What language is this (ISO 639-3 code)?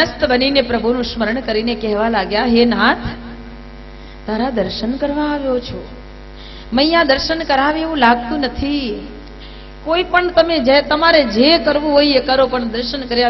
guj